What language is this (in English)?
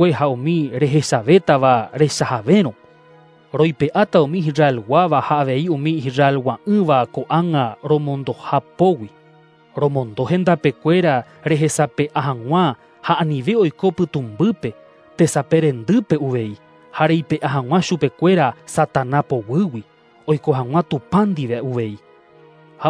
Guarani